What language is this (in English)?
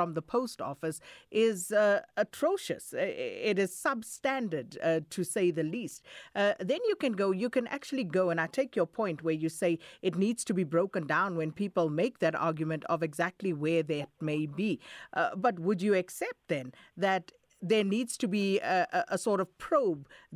English